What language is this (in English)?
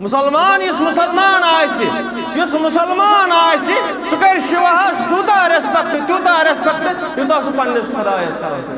Kashmiri